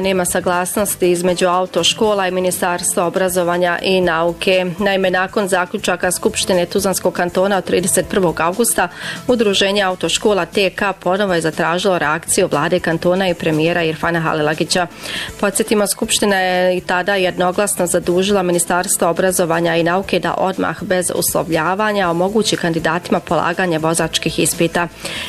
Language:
Bosnian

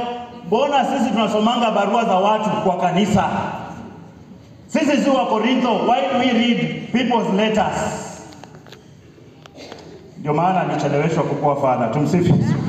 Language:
Swahili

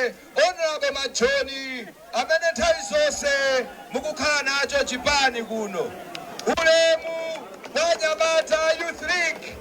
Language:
Nyanja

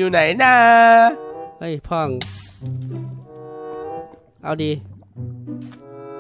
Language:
Thai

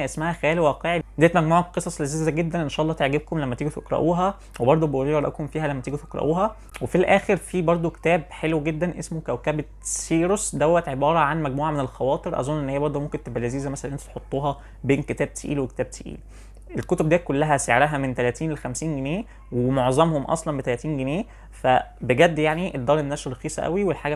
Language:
Egyptian Arabic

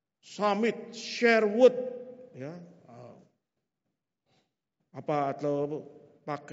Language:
Indonesian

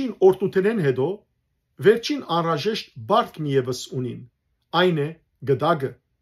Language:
Western Armenian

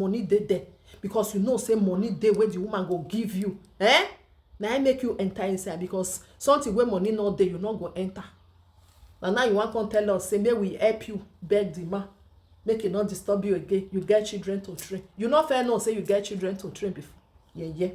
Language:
Nigerian Pidgin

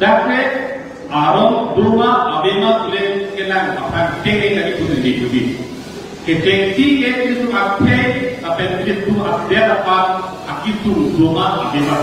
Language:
Karbi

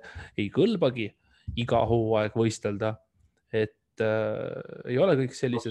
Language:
Estonian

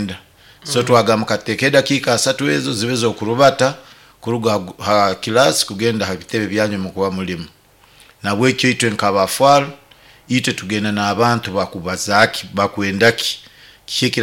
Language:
Nyoro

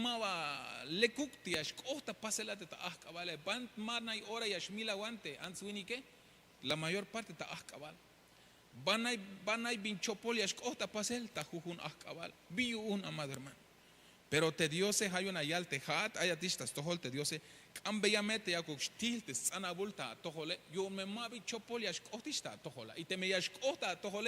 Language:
Tzeltal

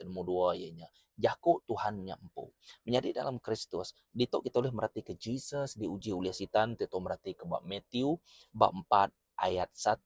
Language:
Iban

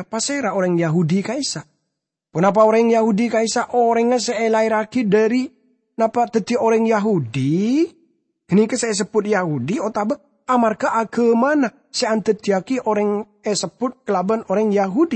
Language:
Madurese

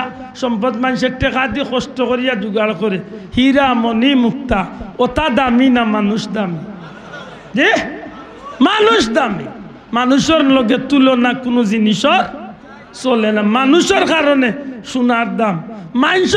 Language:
Sylheti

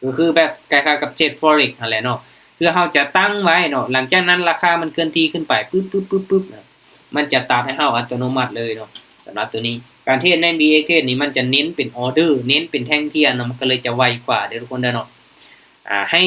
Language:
Lao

